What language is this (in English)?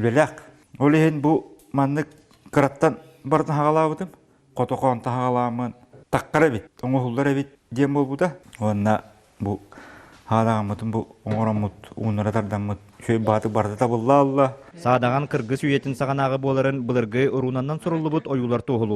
Yakut